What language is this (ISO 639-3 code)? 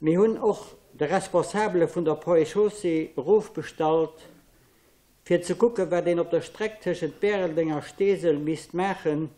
ltz